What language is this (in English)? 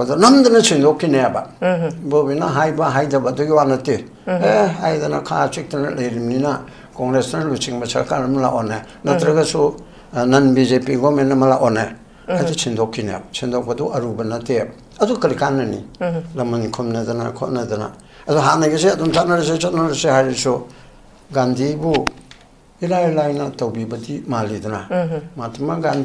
Manipuri